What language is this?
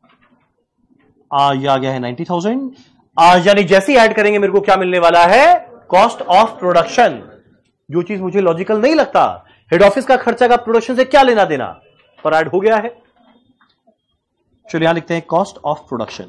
Hindi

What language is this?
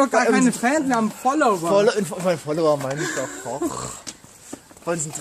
German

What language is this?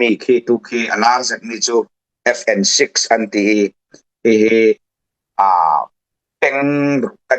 Falam Chin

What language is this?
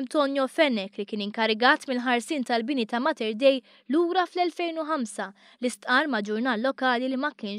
Maltese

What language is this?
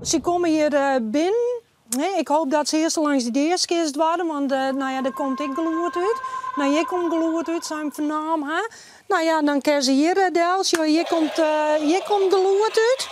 Western Frisian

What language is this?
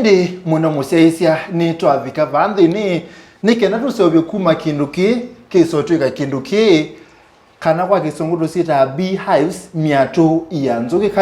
Kamba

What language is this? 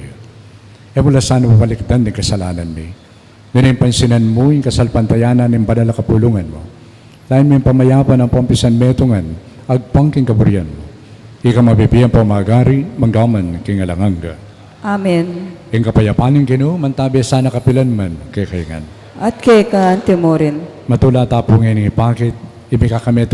Pampanga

